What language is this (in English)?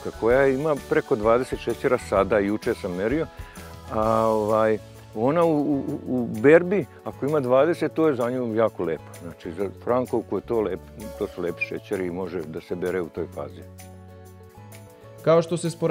Serbian